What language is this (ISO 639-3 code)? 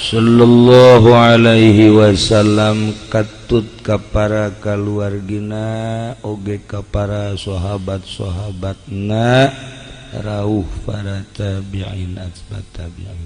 sun